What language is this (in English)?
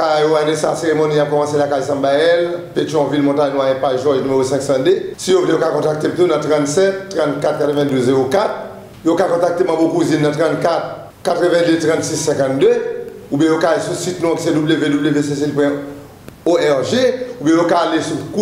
Haitian Creole